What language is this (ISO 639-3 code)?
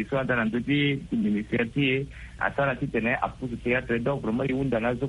sag